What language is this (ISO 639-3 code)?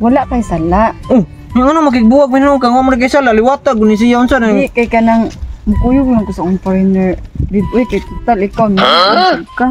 ceb